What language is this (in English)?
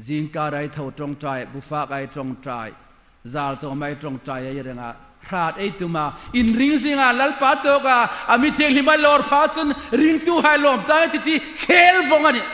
Hmar